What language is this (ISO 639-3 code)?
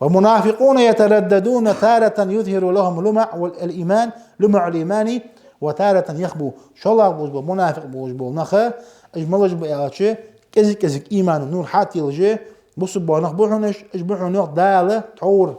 inh